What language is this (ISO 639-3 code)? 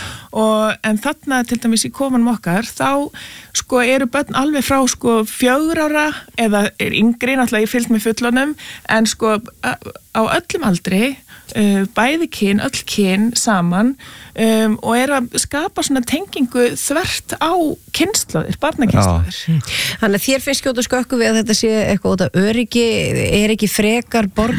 isl